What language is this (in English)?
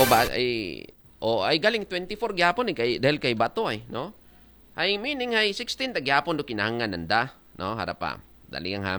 Aklanon